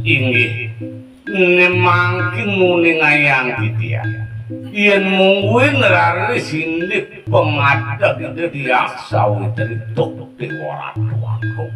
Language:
Balinese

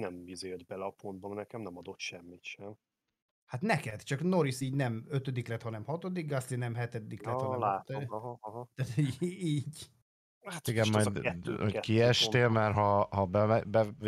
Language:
Hungarian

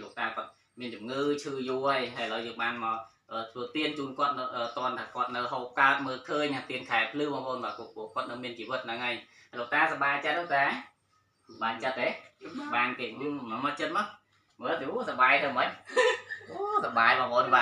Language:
Khmer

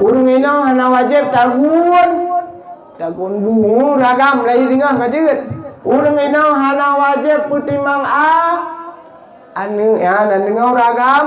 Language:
Achinese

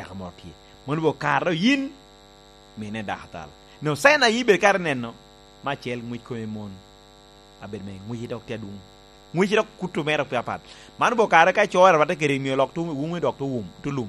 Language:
Lango (Uganda)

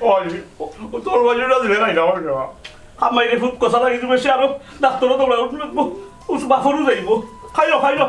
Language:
Sylheti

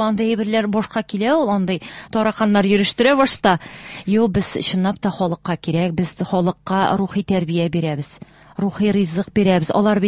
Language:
Tatar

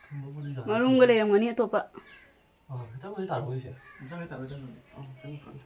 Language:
Manipuri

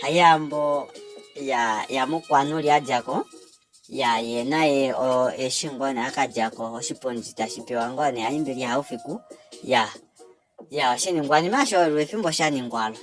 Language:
Kuanyama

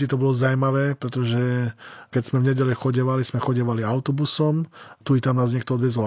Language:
Slovak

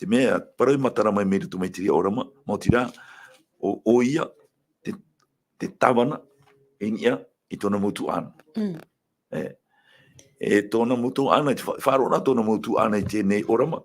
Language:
Tahitian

